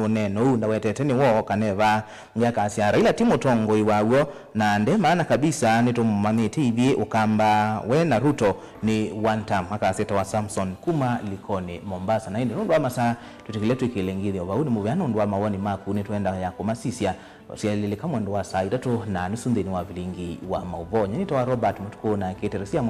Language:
Kamba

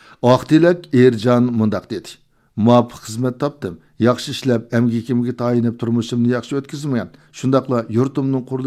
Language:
Uyghur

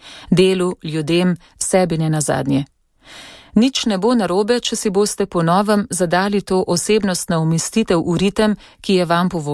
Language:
Slovenian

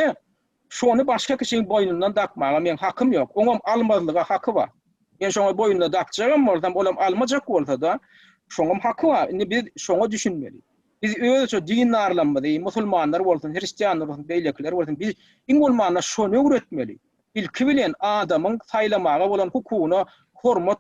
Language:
Turkmen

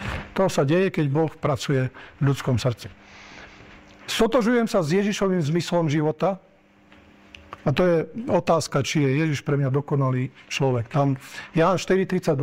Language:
Slovak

